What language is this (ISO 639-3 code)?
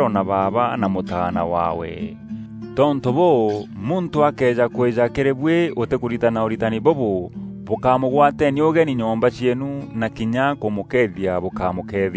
mer